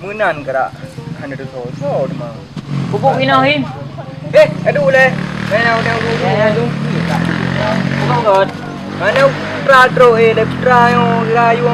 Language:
Achinese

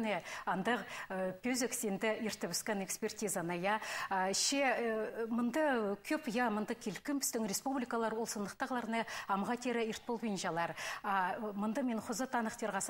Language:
Khakas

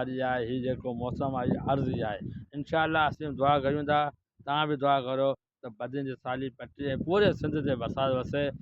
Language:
Sindhi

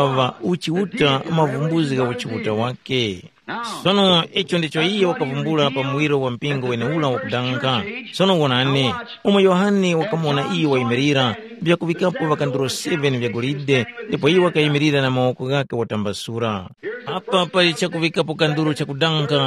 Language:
Tumbuka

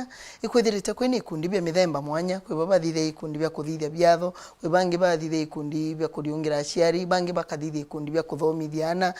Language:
Meru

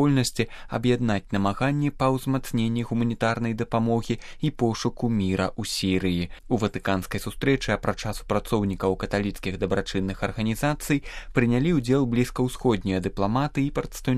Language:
Belarusian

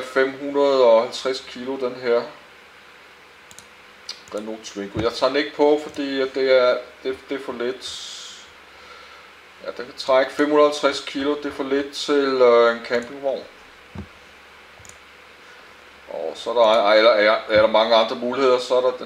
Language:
Danish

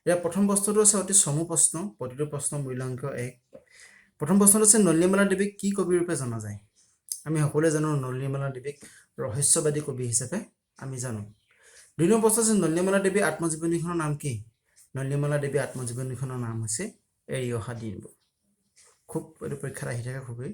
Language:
Assamese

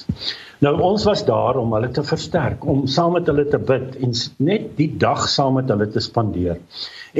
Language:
Afrikaans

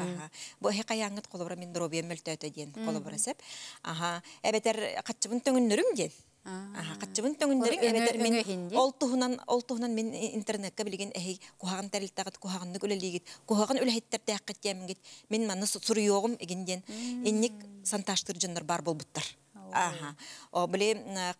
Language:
Yakut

